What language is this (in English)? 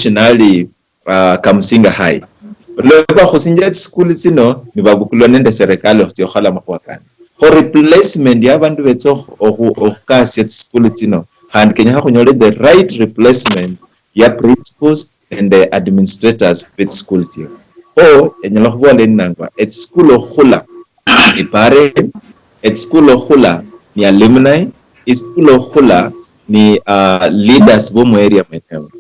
Luyia